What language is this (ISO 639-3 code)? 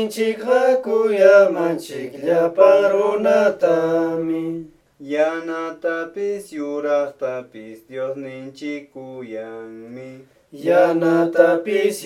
que